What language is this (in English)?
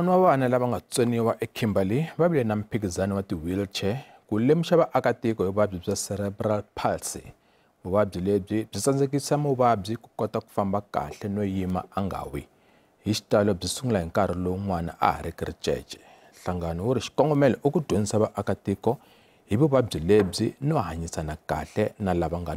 Tsonga